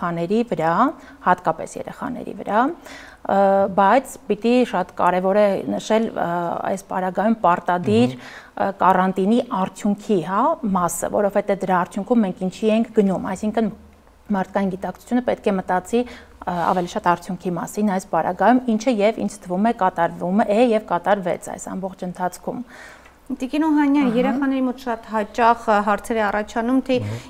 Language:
Armenian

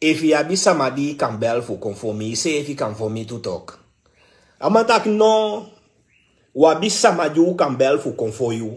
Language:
Sranan Tongo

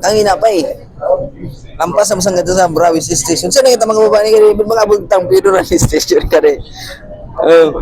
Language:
Bikol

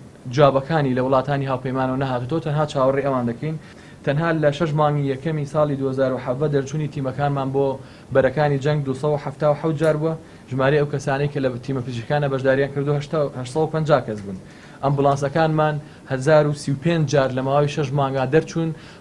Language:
Central Kurdish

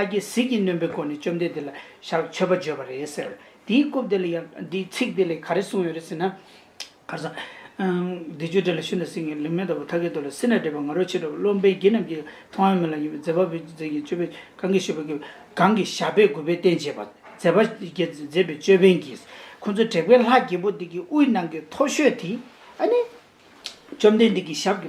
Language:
Tibetan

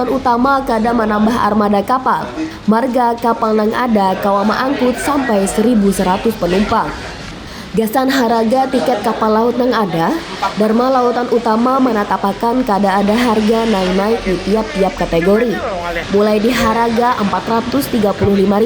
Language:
Banjar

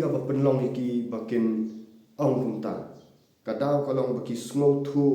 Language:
Khasi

